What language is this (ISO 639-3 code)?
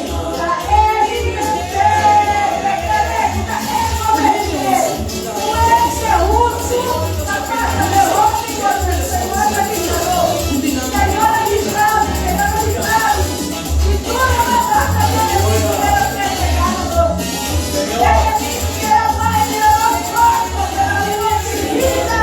pap